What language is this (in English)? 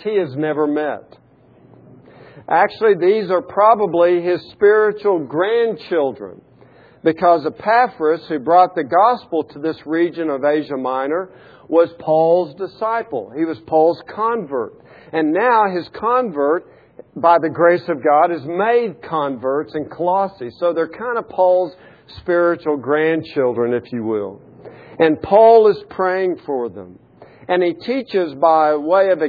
English